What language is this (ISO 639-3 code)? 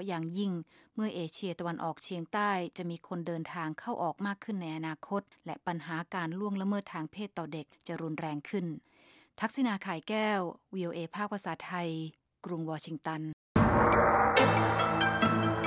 tha